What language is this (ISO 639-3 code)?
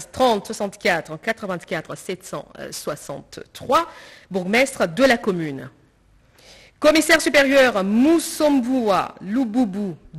fra